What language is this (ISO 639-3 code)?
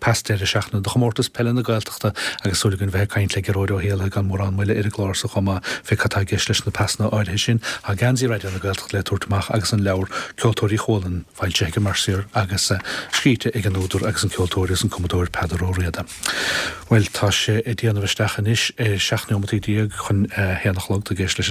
gle